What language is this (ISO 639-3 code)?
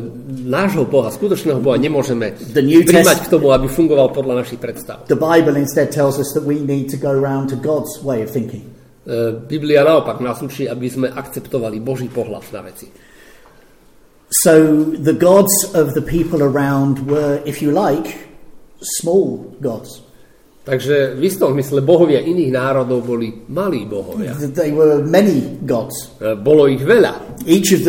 slk